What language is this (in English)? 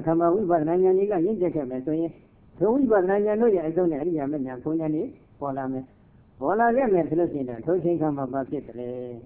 Burmese